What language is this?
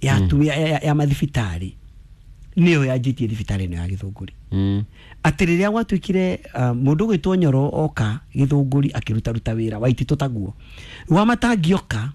Kikuyu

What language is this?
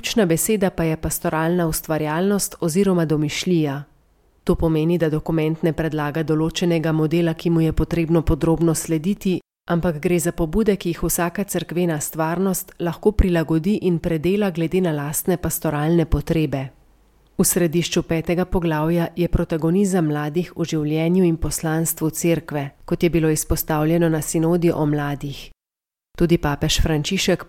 Slovenian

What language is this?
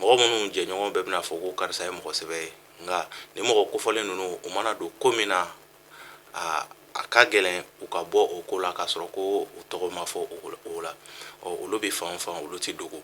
Bambara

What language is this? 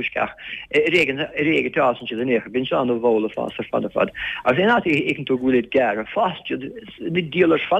Irish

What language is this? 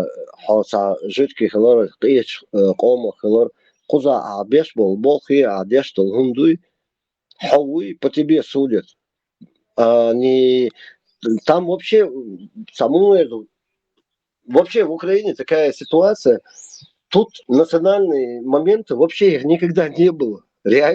Chechen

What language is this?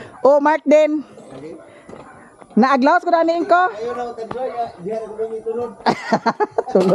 Cebuano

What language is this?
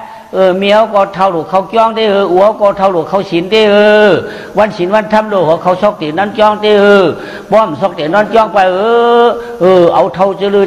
Shan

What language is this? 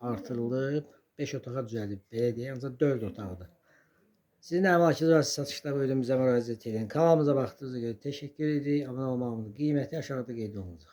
Azerbaijani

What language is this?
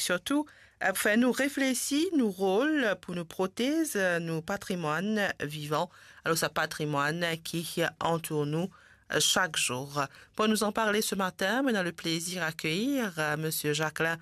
Morisyen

